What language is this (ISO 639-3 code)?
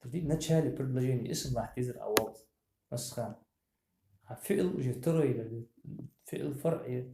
inh